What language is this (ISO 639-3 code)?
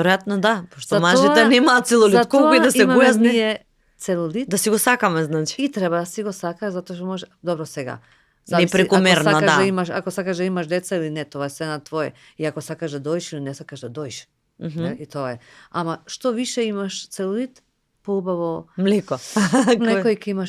mkd